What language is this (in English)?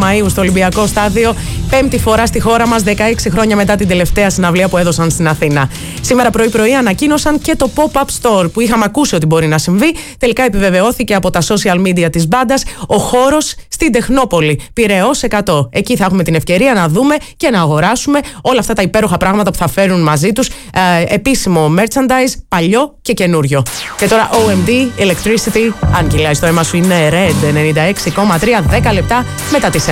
Greek